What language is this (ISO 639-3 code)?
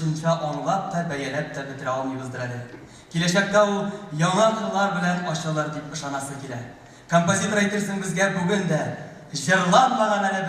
tat